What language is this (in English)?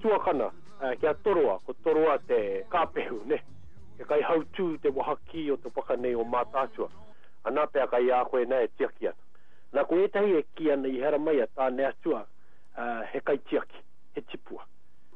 Māori